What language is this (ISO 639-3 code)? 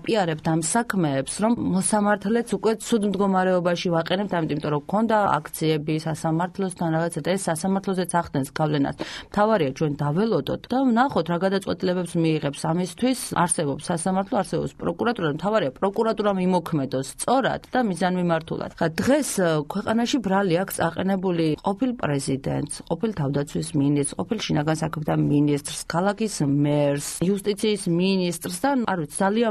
kat